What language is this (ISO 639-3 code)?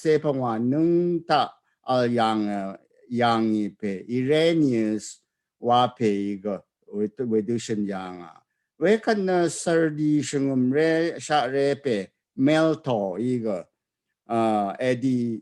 raw